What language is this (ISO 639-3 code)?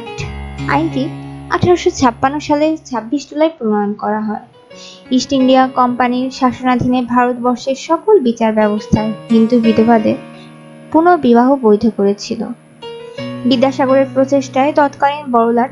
ben